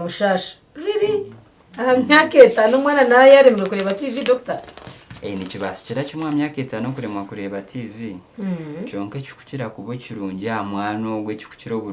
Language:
Nyankole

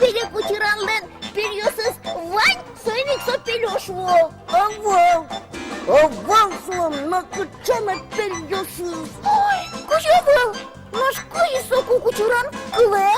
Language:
Udmurt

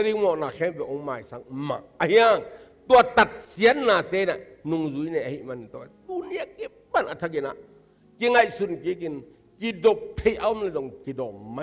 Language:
Tedim Chin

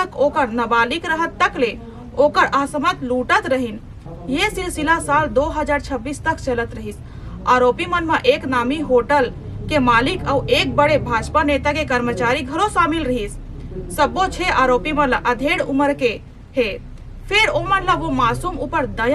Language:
Chhattisgarhi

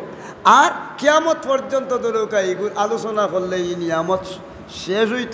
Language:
Sylheti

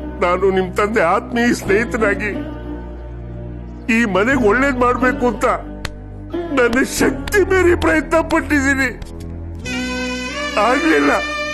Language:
Kannada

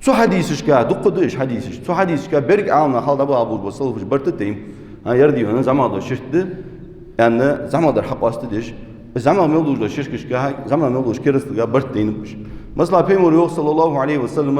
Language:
Ingush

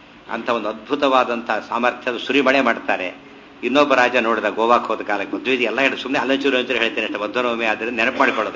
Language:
Kannada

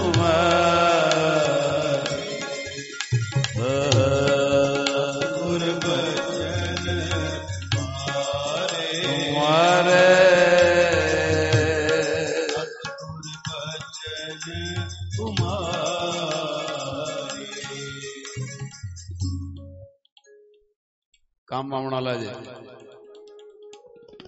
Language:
Punjabi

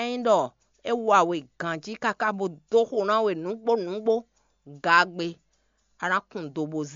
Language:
Fon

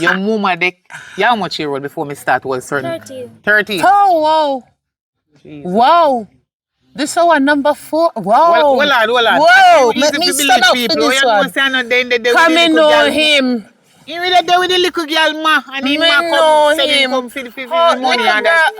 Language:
Jamaican Creole English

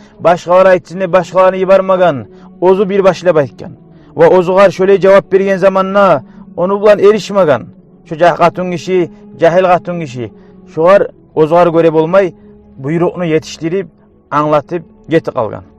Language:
Kumyk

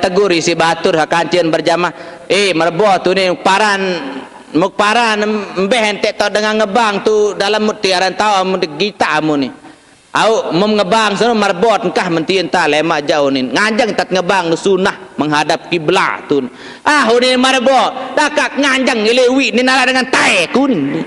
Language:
Sasak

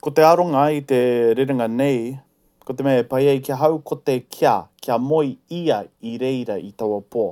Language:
Māori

